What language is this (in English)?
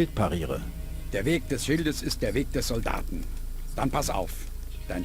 Bavarian